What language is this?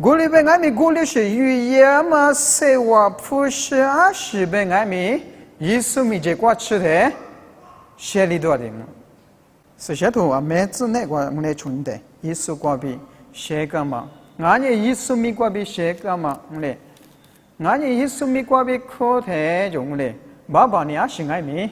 Lisu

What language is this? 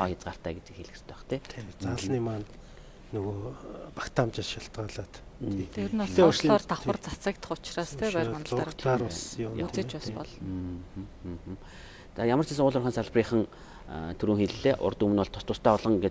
Mongolian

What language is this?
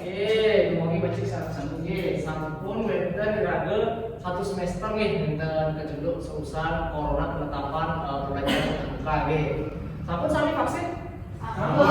Balinese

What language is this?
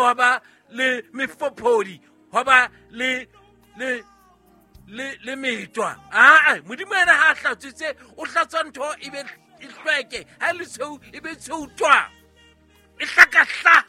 Southern Sotho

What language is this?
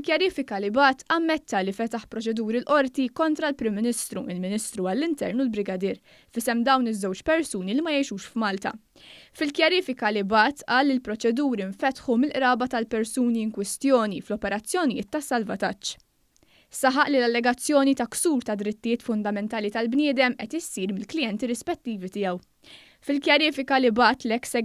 Maltese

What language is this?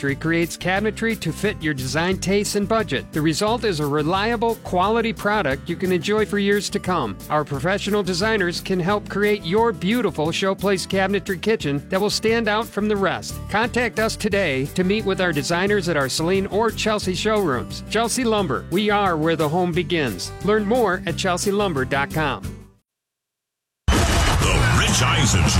English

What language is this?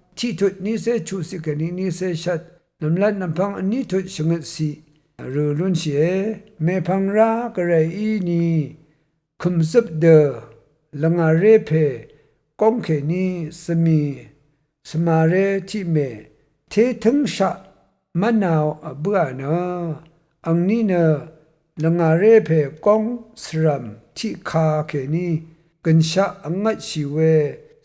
Rawang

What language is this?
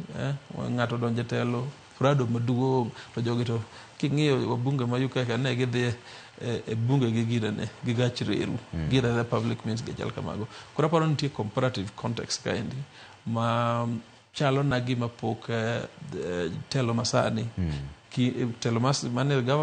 Luo (Kenya and Tanzania)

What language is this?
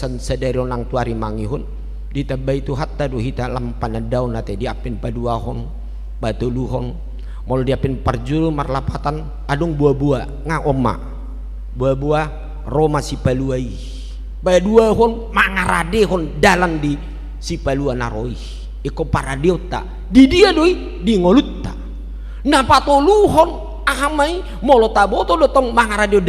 Batak Toba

